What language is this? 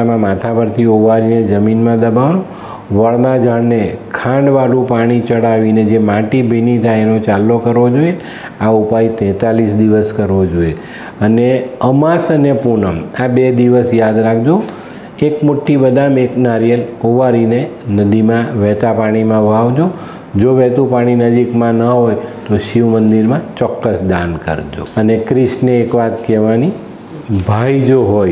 Gujarati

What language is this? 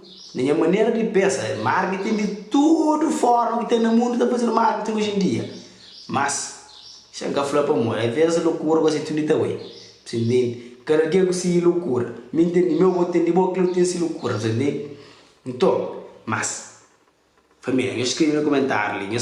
Kabuverdianu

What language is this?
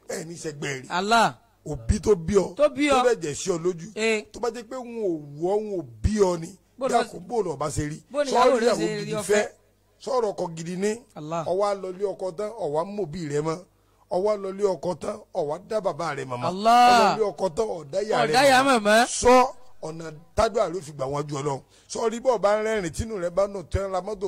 Yoruba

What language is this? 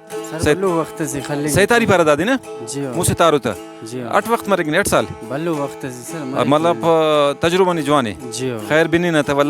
Brahui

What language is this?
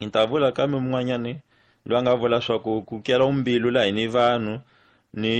Tsonga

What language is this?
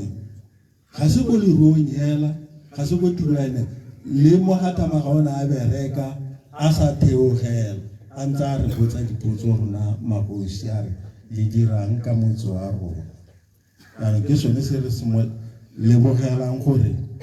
Tswana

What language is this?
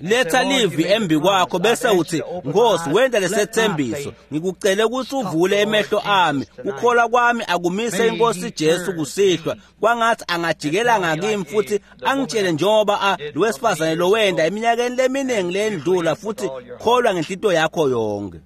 Swati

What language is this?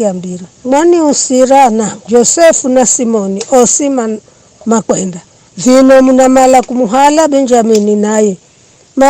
Giryama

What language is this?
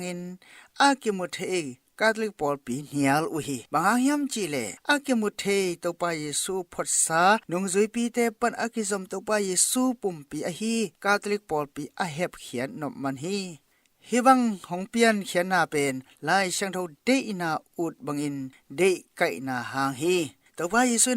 Tedim Chin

